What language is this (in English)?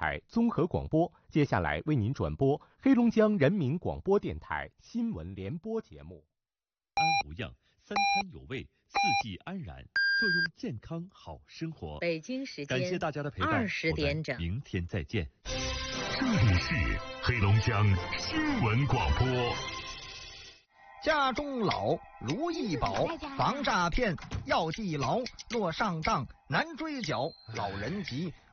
Chinese